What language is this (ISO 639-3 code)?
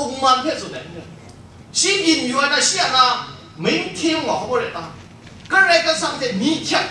kac